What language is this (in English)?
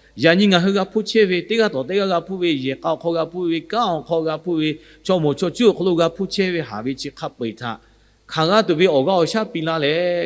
Lahu